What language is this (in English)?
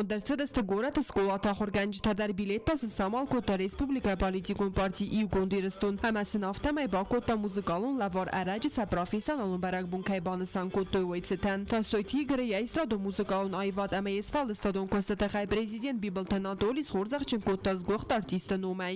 Ossetic